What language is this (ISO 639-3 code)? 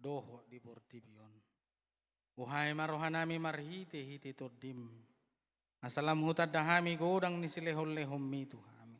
bbc